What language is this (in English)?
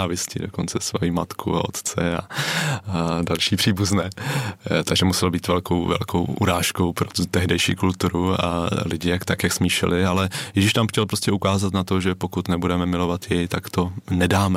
Czech